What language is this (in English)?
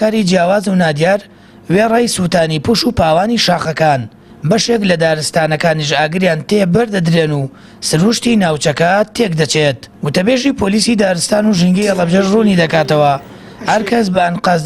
Central Kurdish